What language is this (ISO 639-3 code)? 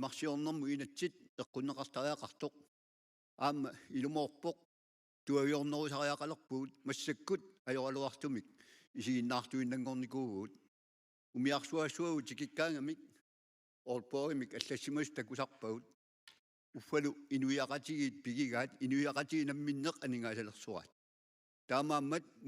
kal